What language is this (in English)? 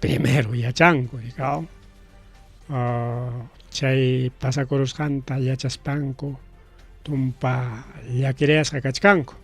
Ayacucho Quechua